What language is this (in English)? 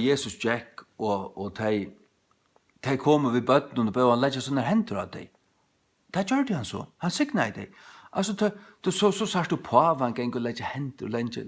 Faroese